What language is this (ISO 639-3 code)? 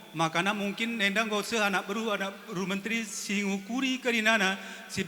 btx